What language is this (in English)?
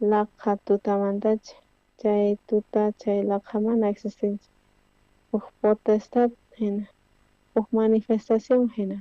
South Bolivian Quechua